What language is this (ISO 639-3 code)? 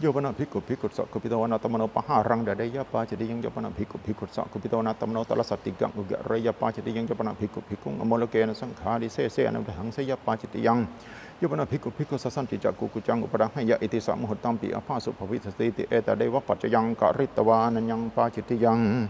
pli